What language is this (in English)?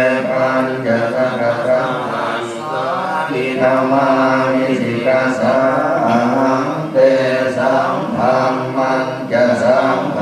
Pali